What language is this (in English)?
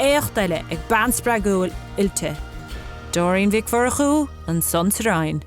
Irish